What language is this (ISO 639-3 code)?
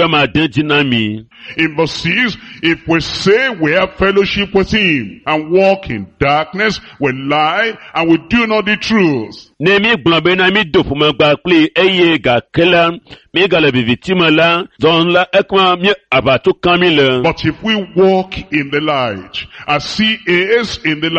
ewe